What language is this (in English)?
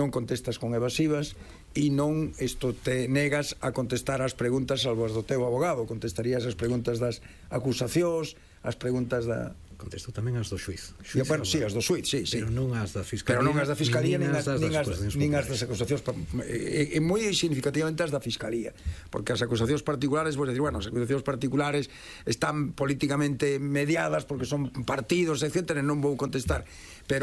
Galician